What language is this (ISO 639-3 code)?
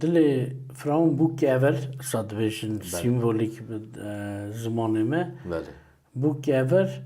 kur